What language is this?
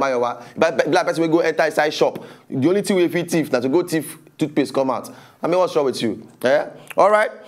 Nigerian Pidgin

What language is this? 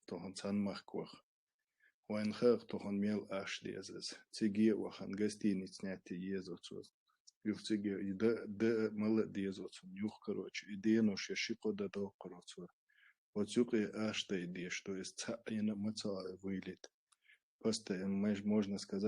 Chechen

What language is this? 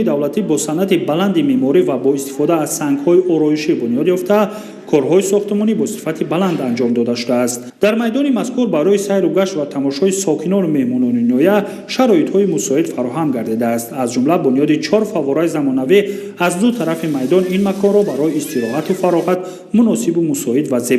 Tajik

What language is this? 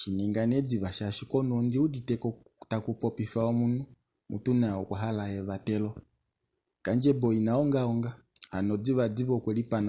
Kuanyama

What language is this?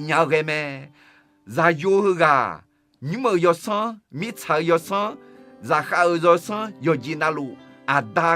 Akha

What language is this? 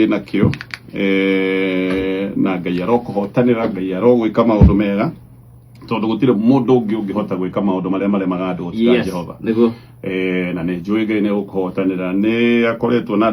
Kikuyu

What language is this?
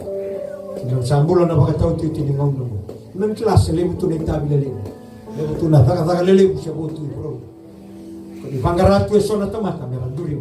Fijian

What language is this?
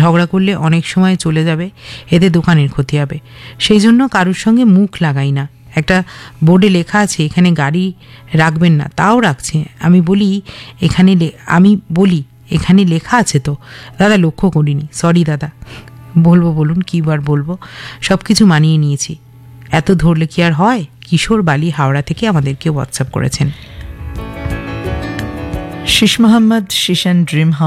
Bangla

